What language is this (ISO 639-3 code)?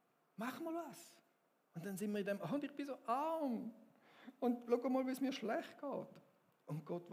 gsw